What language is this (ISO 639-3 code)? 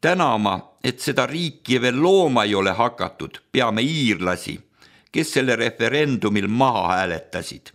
est